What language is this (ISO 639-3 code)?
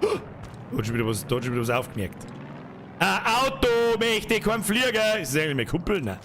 bar